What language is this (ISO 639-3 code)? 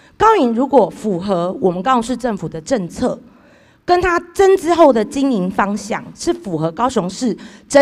zho